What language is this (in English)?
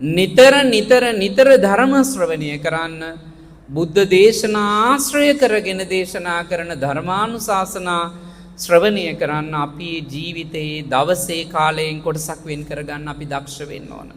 Sinhala